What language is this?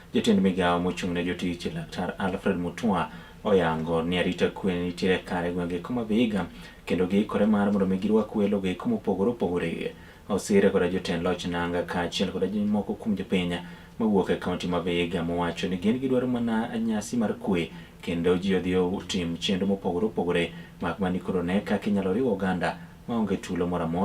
Luo (Kenya and Tanzania)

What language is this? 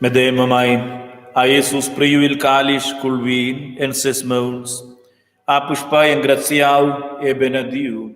Romansh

